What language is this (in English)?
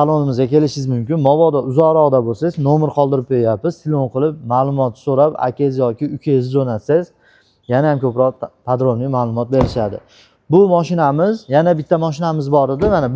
Uzbek